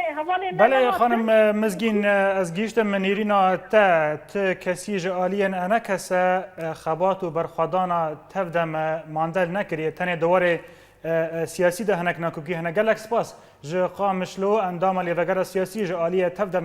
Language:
Kurdish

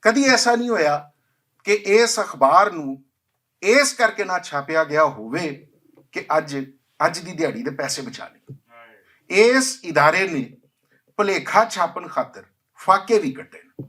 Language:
Western Panjabi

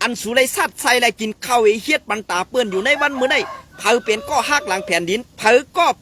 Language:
Shan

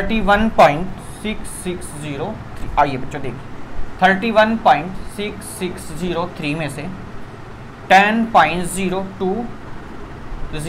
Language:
Hindi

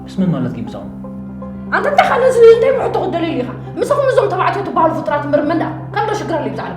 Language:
Tigrinya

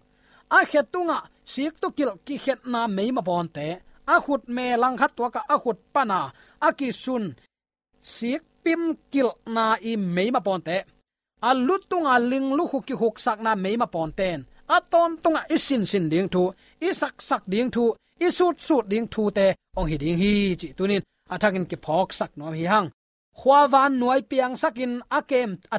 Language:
Tedim Chin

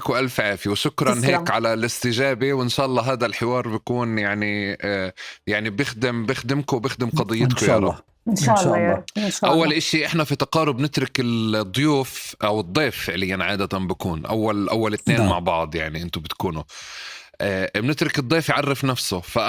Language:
North Levantine Arabic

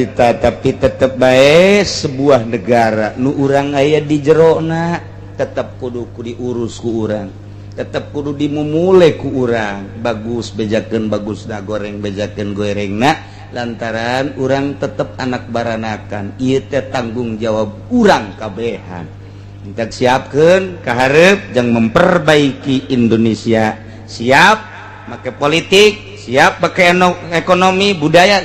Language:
Sundanese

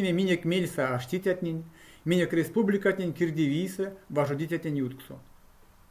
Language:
Erzya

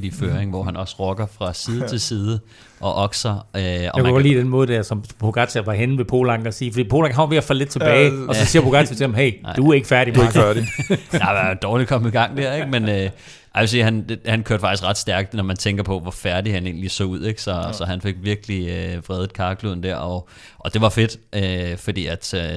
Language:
Danish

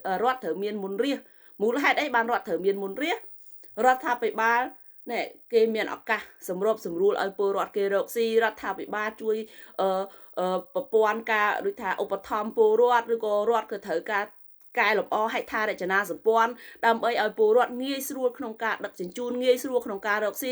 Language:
Khmer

